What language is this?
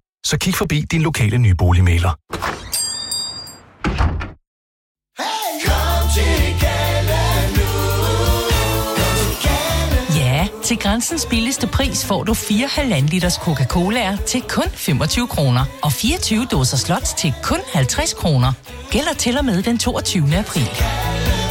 Danish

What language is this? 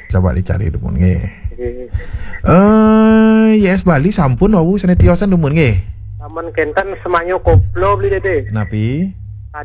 Balinese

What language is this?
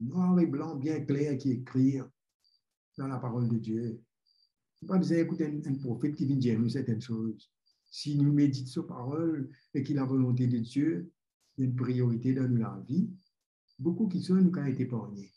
Morisyen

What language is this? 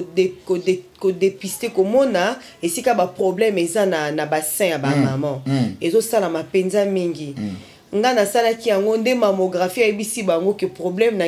Lingala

